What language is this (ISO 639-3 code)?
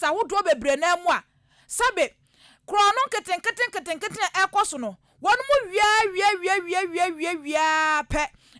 aka